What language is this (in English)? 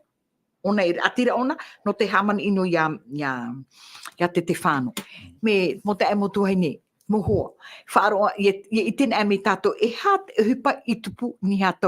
Tahitian